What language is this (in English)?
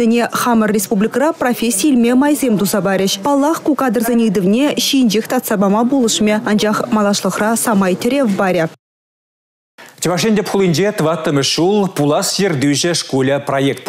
Chuvash